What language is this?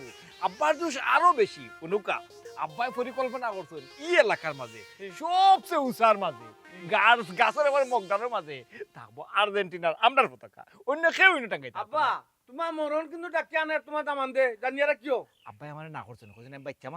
Sylheti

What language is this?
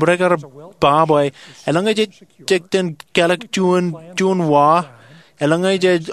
Marshallese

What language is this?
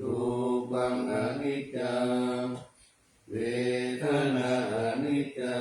Pali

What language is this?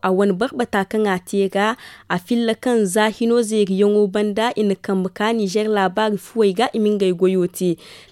Zarma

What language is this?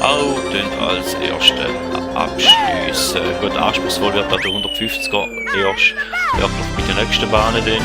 Swiss German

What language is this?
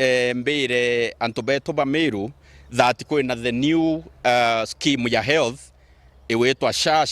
Meru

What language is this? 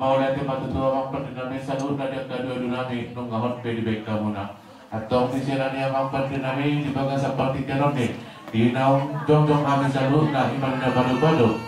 Batak Toba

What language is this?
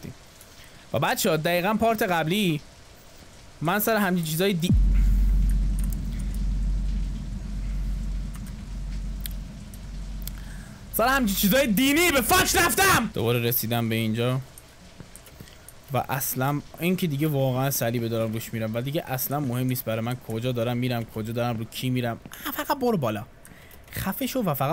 Persian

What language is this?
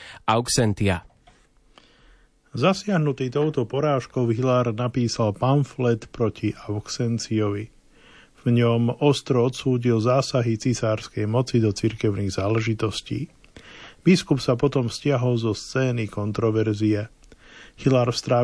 Slovak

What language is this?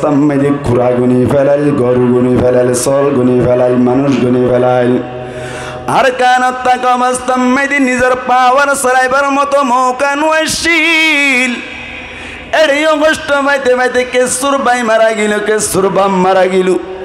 Rohingya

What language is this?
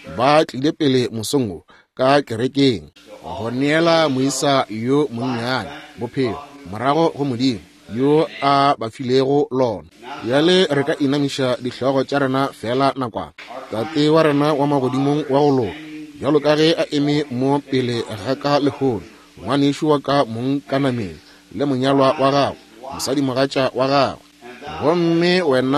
Northern Sotho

